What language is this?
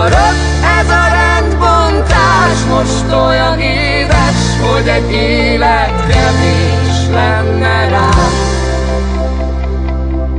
Hungarian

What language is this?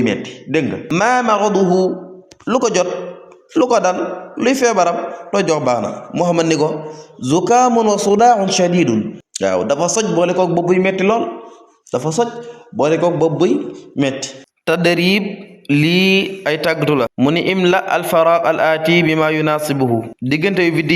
Wolof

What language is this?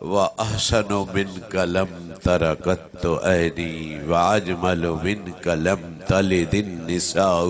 Saraiki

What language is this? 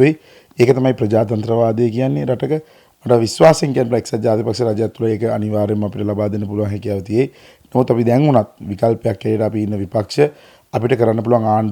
Sinhala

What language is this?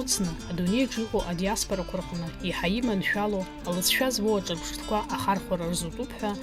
Abkhazian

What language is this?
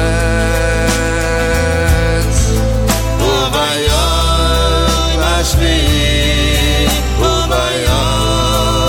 Hebrew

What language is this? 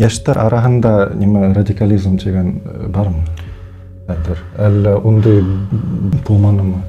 Bashkir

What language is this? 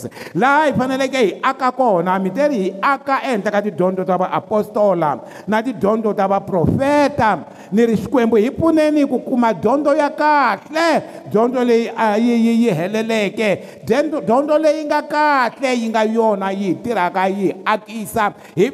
Tsonga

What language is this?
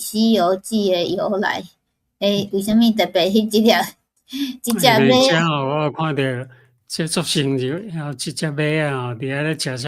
Min Nan Chinese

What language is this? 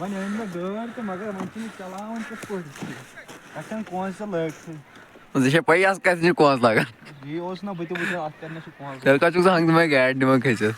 Kashmiri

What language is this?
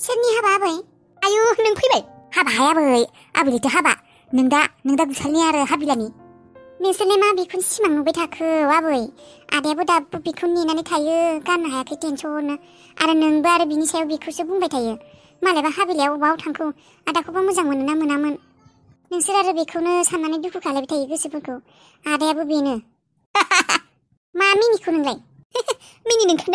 Bodo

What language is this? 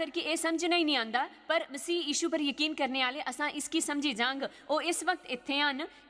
Dogri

